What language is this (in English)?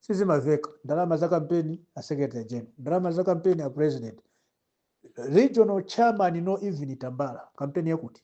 Nyanja